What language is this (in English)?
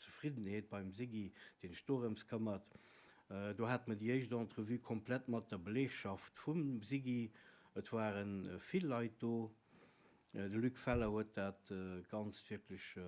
Luxembourgish